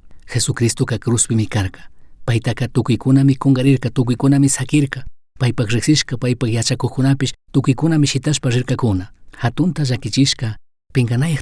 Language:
Chimborazo Highland Quichua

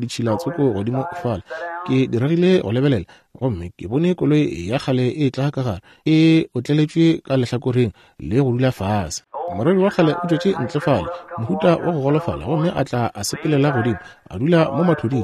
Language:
Northern Sotho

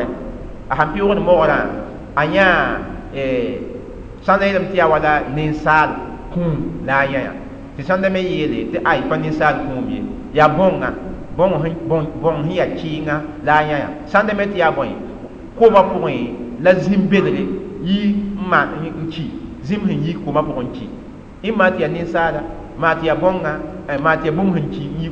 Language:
Mossi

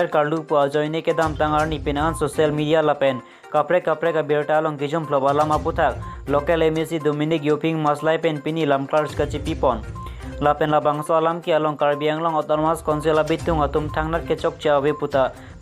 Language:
Karbi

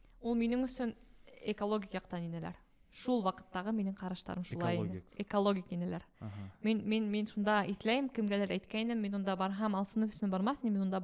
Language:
Bashkir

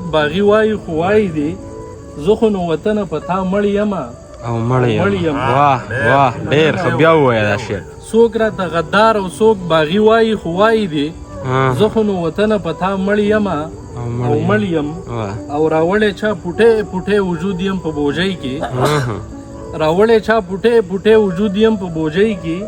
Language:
Pashto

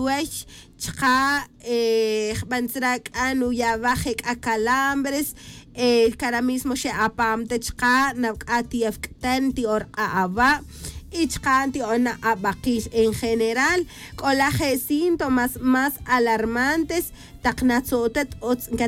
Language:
Tz'utujil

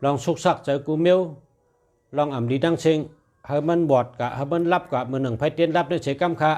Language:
Shan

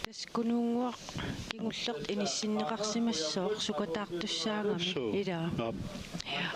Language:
Kalaallisut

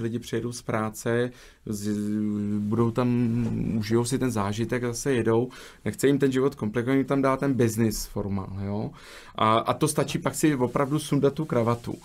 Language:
Czech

